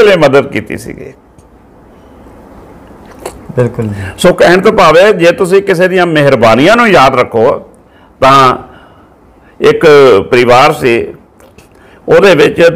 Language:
Punjabi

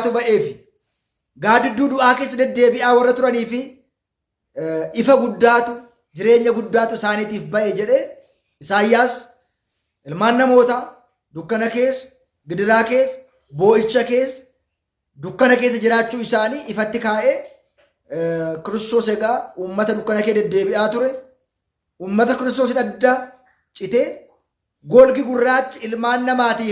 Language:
Oromo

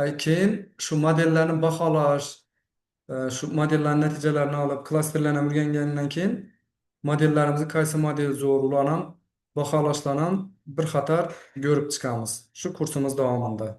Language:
Uzbek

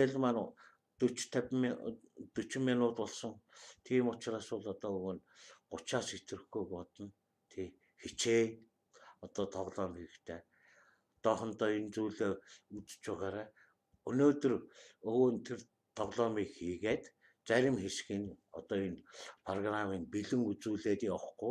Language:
Mongolian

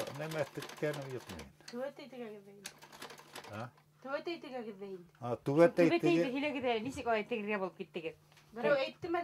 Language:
Bashkir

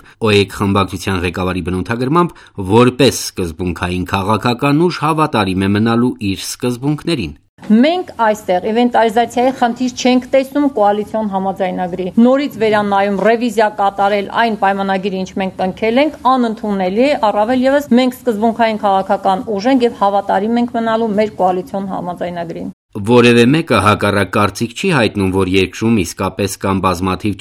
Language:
Armenian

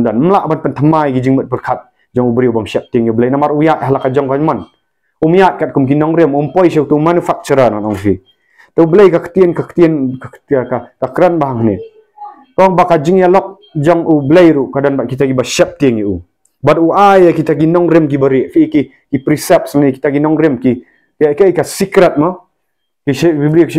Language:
Khasi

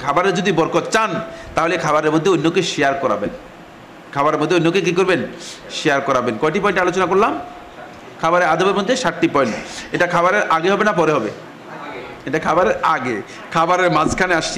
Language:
Bangla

